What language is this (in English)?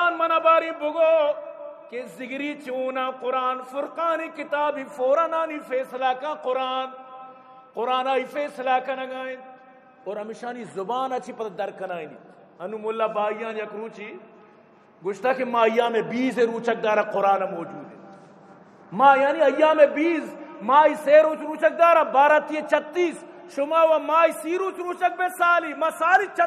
Eastern Balochi